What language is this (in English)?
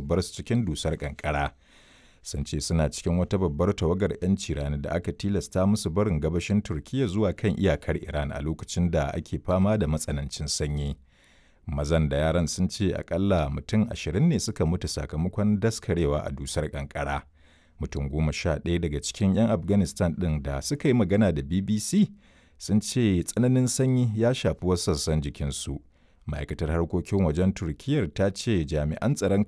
Hausa